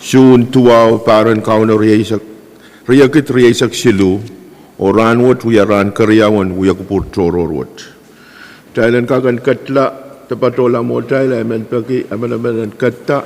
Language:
Pohnpeian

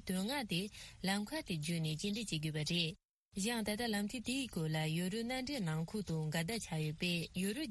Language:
Tibetan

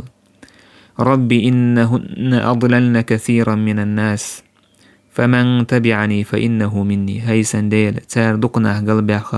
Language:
Chechen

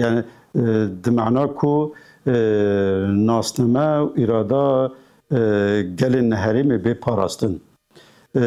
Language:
Kurdish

